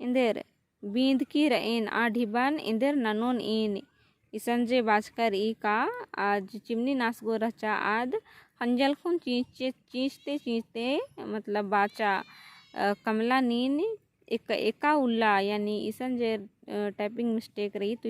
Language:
Kurukh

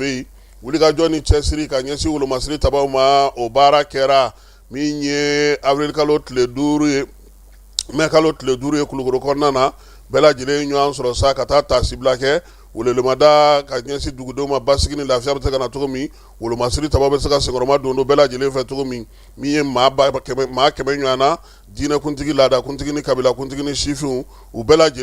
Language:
Bambara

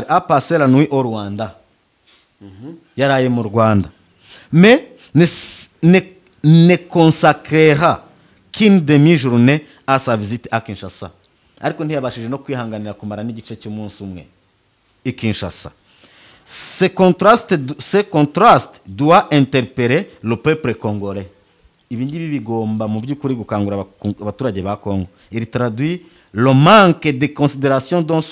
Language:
Kinyarwanda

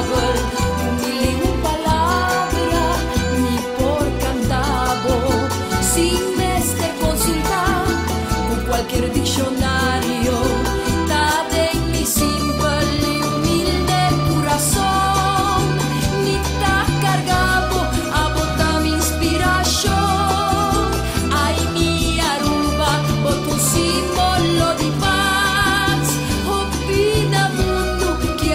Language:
Papiamento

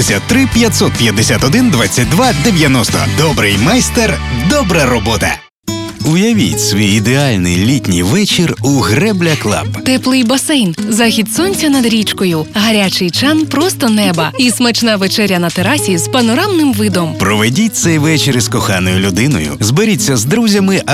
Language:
Ukrainian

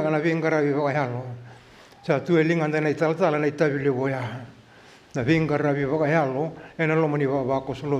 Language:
Fijian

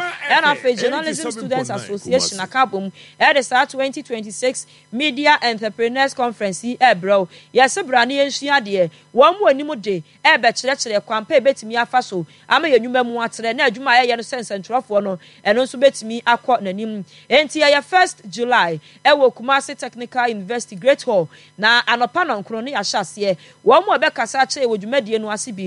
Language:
Akan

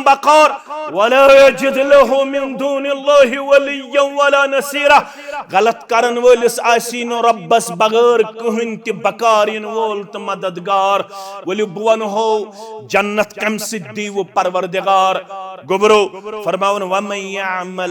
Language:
Kashmiri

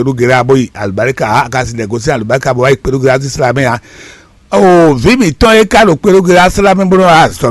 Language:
Fon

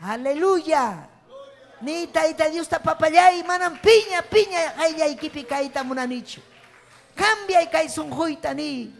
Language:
Ayacucho Quechua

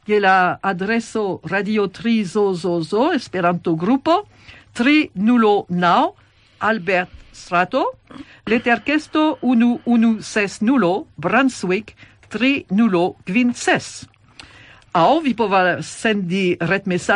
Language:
Esperanto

